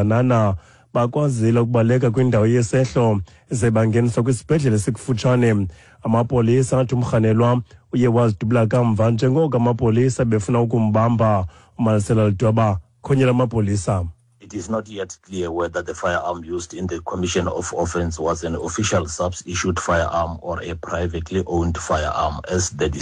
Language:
Xhosa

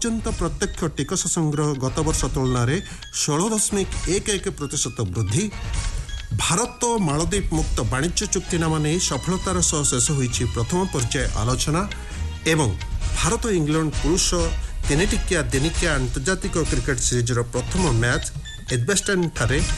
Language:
Odia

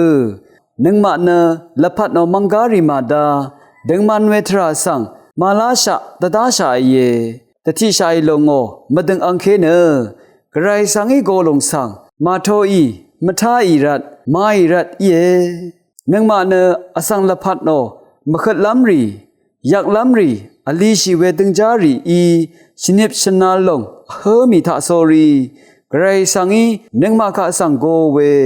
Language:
Rawang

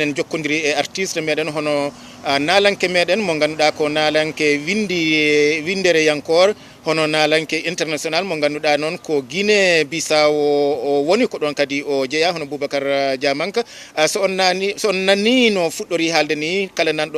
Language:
Fula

